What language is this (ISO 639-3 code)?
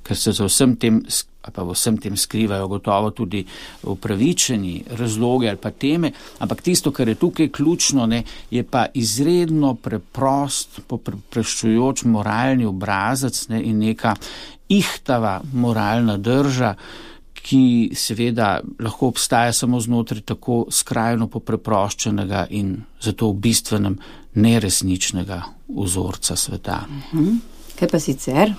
slv